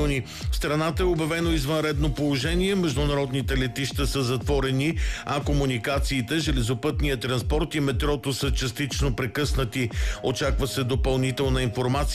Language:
Bulgarian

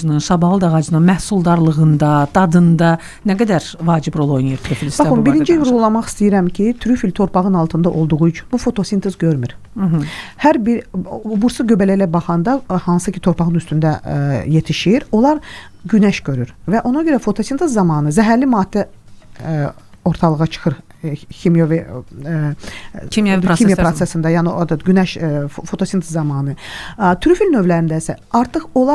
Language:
Azerbaijani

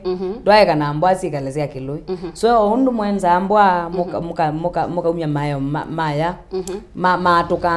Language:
Kamba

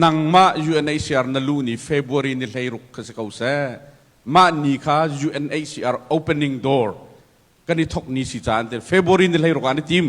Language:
Hakha Chin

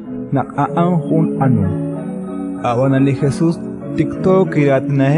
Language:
Kekchí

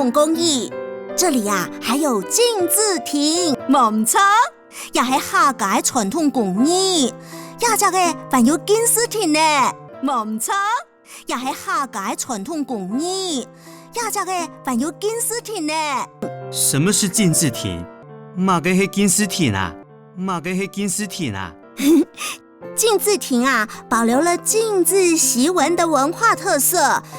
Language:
Hakka Chinese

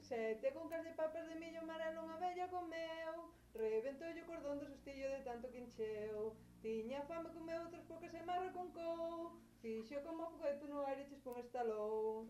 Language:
Galician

